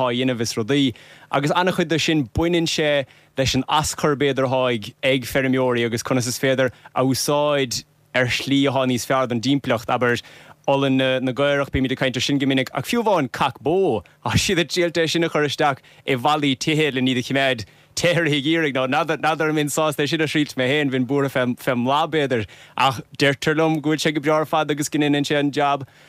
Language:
Irish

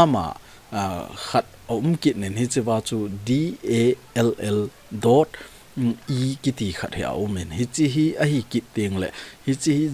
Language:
Thado Chin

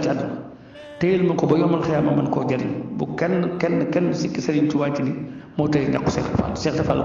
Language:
Wolof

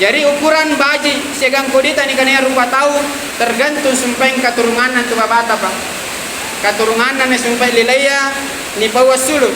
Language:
Makasar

